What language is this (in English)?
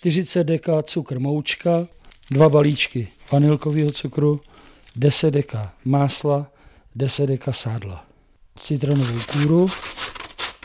Czech